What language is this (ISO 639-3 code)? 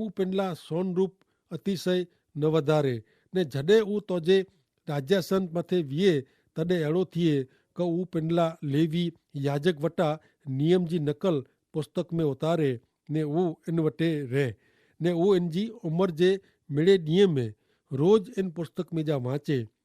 kfr